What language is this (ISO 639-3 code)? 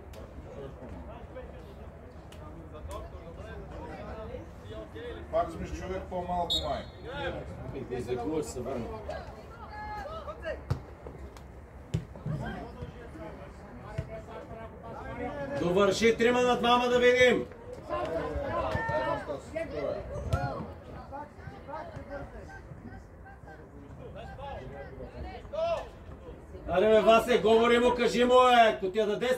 bul